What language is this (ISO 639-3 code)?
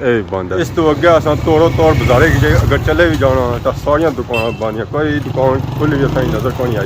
phr